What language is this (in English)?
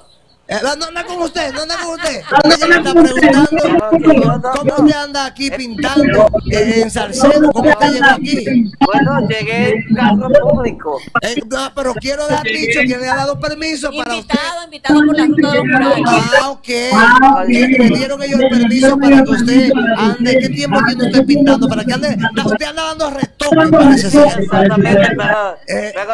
Spanish